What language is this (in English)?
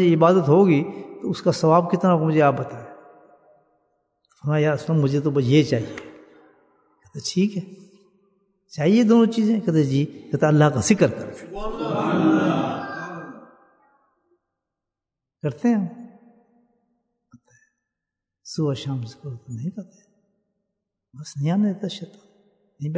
Urdu